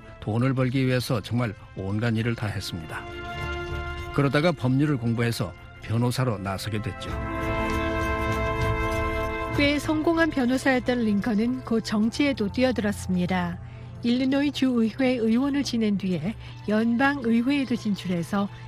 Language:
Korean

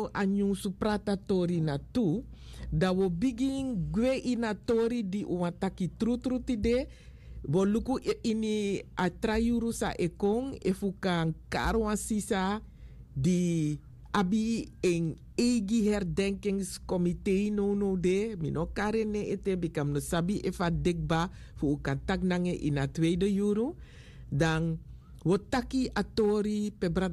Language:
Sranan Tongo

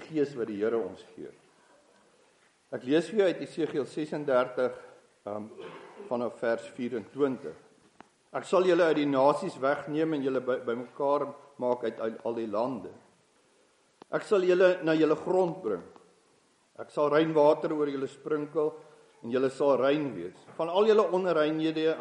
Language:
Afrikaans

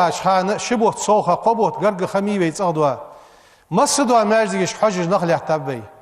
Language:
Ingush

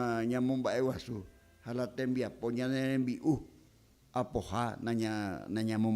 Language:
Guarani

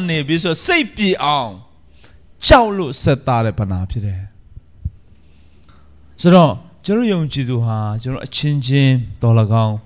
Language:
Burmese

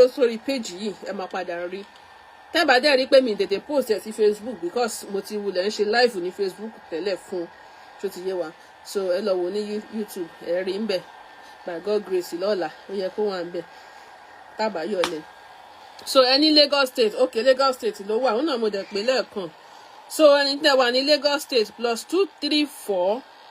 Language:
Yoruba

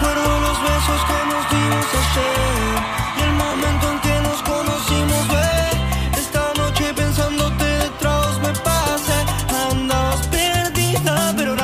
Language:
Spanish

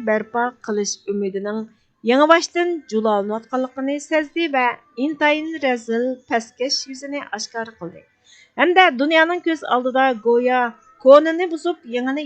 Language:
Uyghur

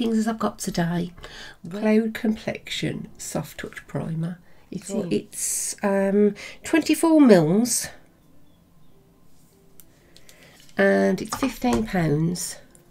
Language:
English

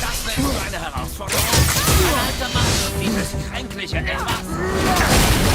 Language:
Bavarian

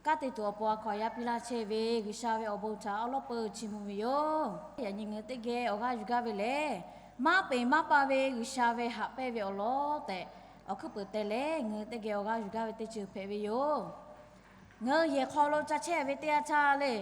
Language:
Lahu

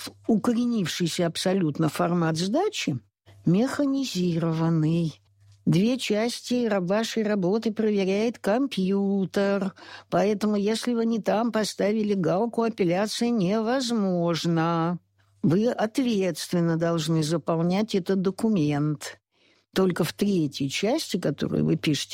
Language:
Russian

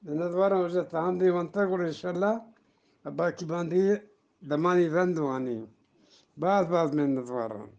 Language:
Eastern Balochi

